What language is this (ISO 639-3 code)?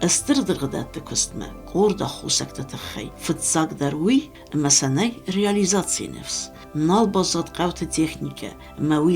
oss